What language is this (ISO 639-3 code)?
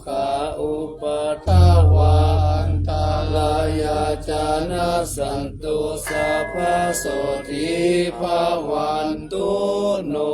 pli